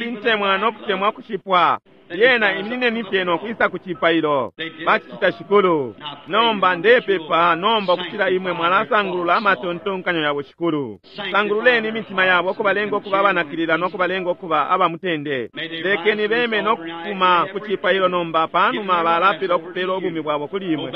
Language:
Bemba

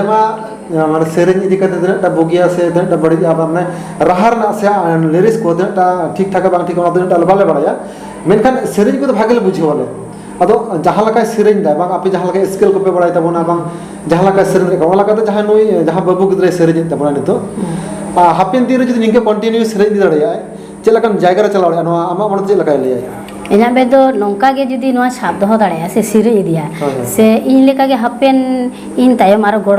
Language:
Santali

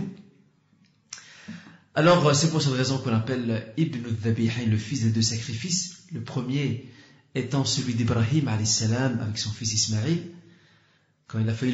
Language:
French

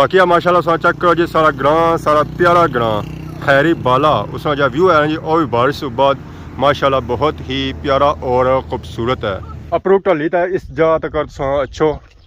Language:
Pahari-Potwari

